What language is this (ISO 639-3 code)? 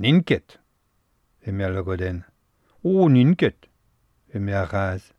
bre